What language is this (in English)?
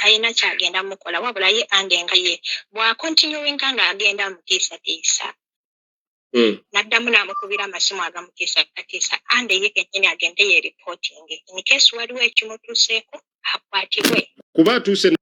Ganda